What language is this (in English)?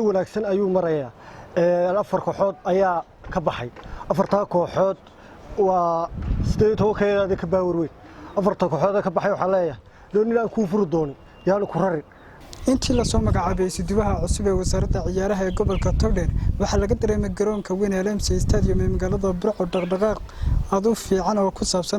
Somali